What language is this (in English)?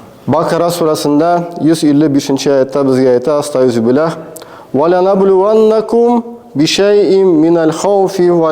Tatar